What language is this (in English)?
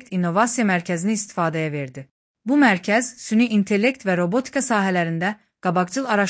Azerbaijani